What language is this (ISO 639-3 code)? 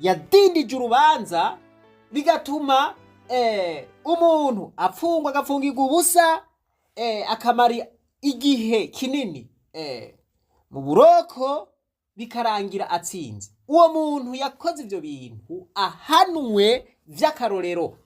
run